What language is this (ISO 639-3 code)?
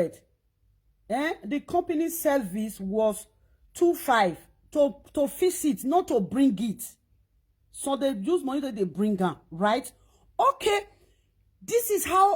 pcm